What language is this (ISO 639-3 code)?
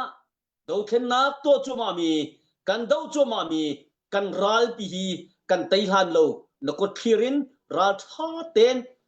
cnh